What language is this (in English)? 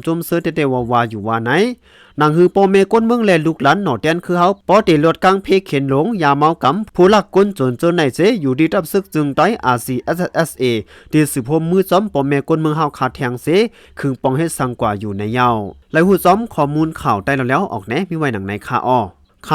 Shan